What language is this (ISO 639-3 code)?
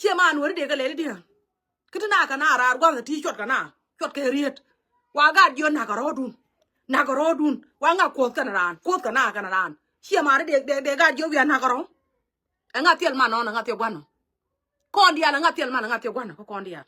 nus